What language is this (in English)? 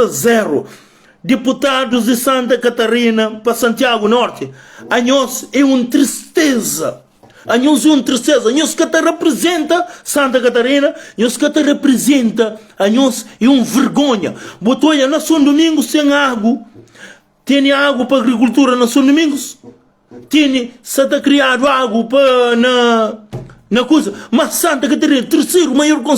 Kabuverdianu